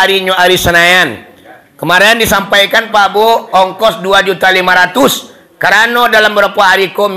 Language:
Minangkabau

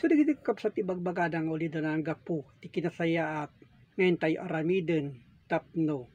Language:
Iloko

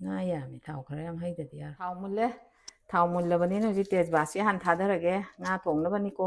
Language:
Manipuri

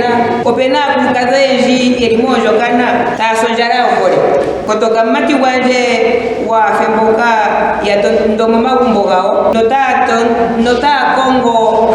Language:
Ndonga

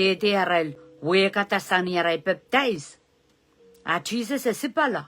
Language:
Pohnpeian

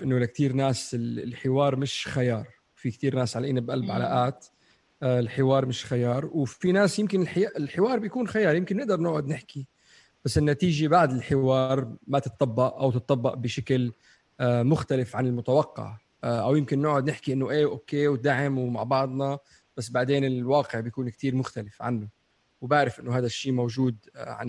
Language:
North Levantine Arabic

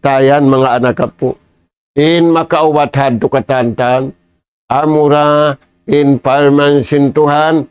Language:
Tausug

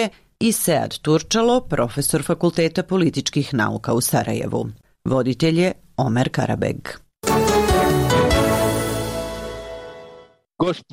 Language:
Bosnian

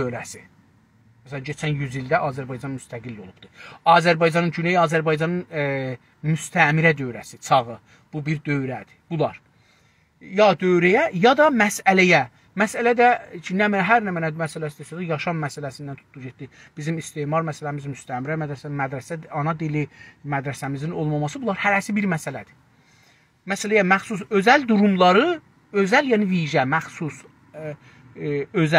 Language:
South Azerbaijani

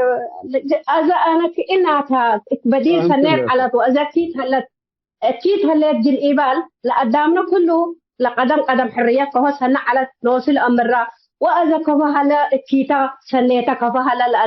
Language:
Tigre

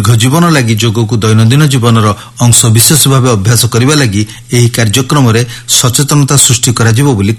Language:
Odia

